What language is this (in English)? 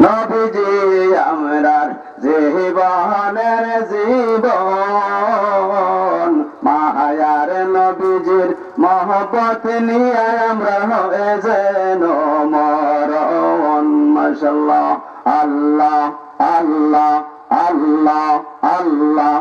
Sylheti